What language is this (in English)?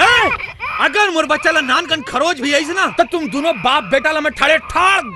Chhattisgarhi